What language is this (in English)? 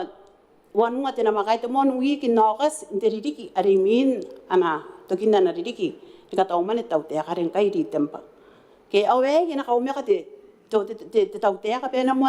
Gilbertese